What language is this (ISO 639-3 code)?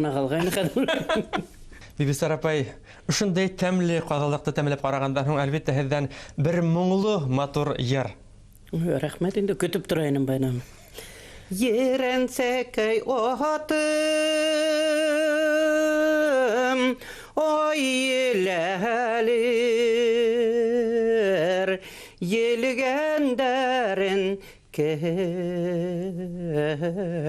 bak